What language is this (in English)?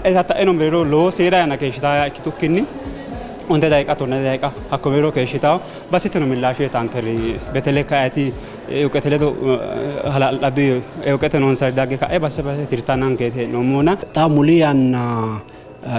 Sidamo